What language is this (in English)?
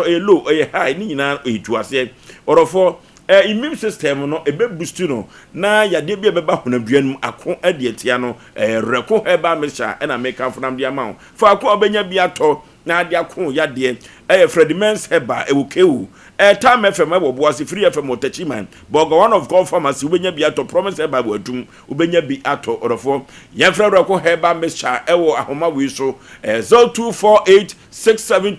Akan